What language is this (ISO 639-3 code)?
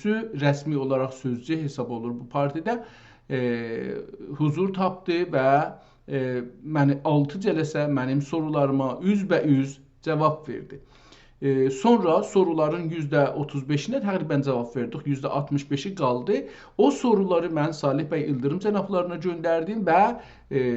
azb